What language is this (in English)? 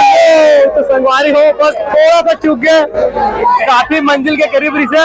Chhattisgarhi